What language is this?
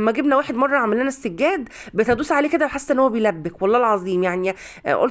Egyptian Arabic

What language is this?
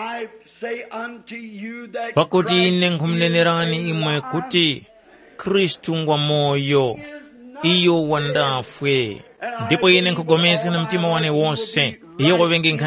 Tumbuka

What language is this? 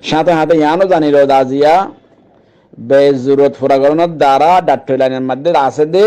Rohingya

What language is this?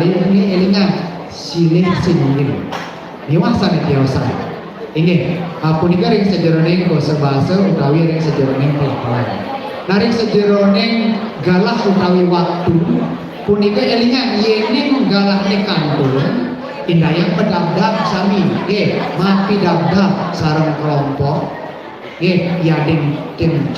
Balinese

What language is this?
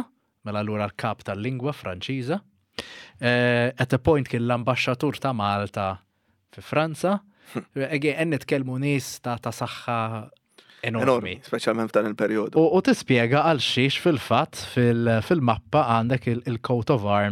Maltese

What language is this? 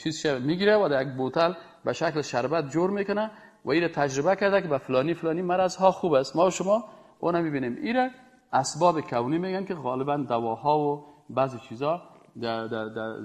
Persian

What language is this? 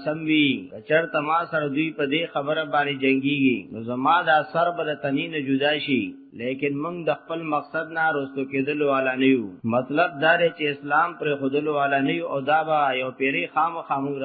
Pashto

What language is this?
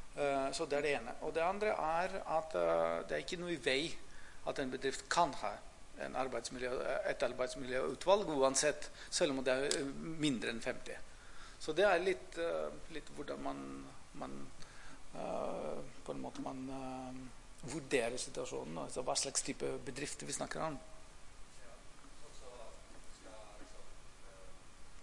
Norwegian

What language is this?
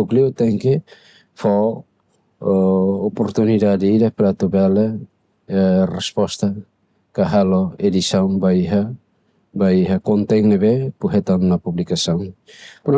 Tetum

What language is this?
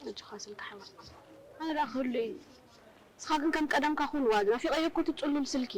Tigrinya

